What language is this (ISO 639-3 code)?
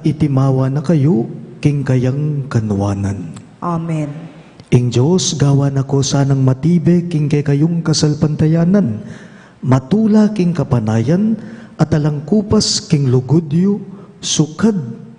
pam